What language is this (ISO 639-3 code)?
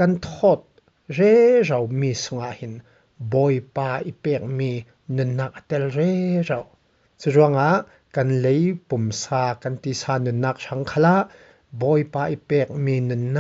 cfm